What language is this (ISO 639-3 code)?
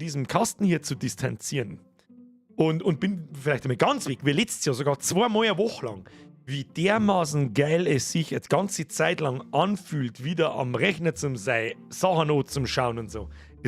bar